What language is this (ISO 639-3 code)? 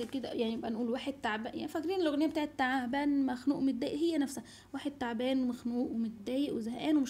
arz